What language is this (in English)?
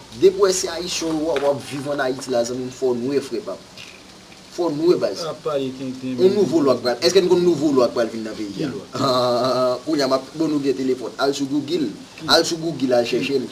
Haitian Creole